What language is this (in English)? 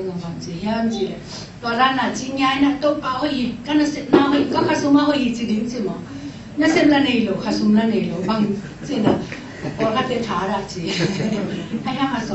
Tedim Chin